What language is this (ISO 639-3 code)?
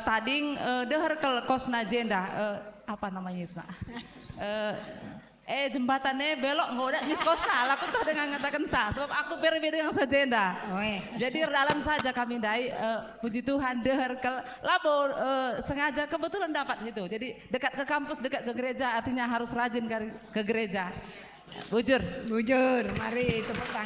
btx